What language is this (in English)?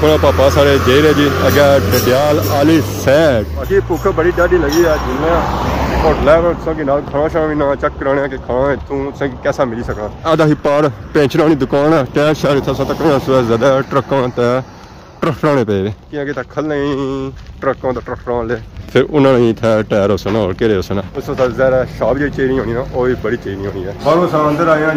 Pahari-Potwari